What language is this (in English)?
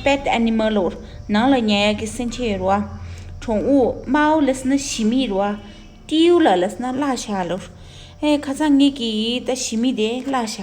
Tibetan